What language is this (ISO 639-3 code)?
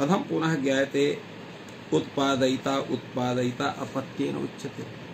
san